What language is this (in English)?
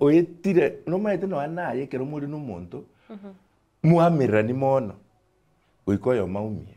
Gusii